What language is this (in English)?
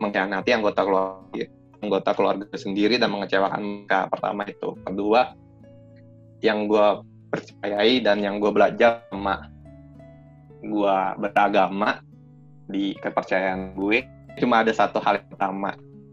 Indonesian